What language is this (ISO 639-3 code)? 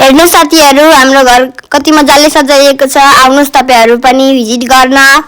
nep